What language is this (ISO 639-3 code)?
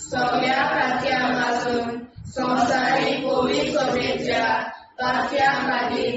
kok